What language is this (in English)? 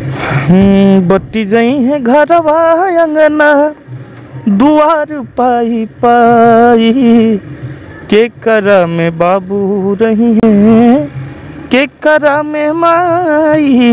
Bhojpuri